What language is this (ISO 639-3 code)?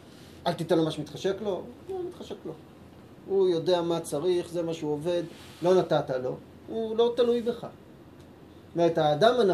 heb